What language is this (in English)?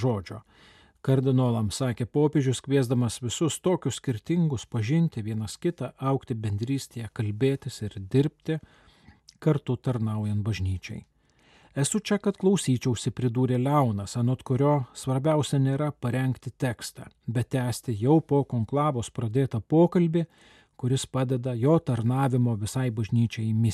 Lithuanian